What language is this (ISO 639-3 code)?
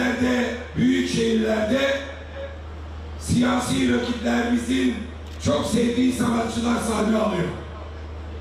tur